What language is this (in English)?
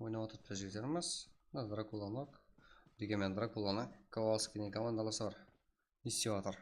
Kara-Kalpak